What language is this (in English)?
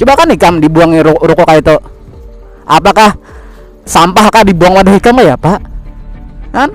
Banjar